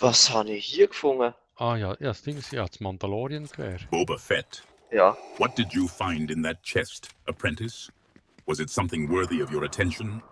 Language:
Swiss German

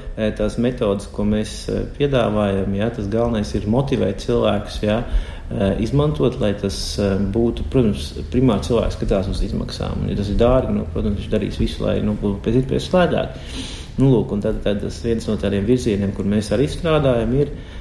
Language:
Latvian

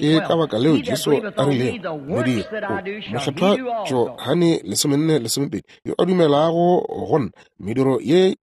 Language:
Northern Sotho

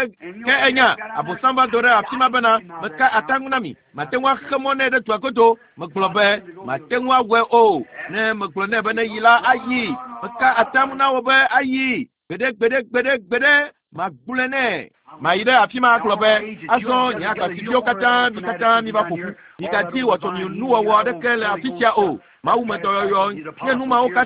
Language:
Ewe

